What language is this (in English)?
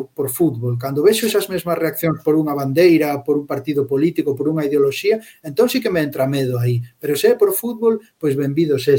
Galician